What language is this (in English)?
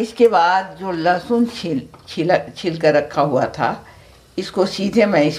Hindi